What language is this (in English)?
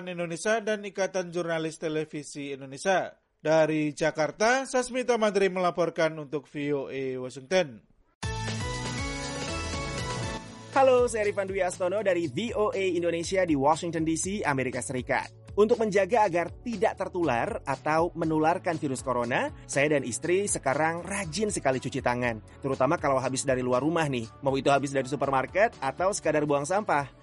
Indonesian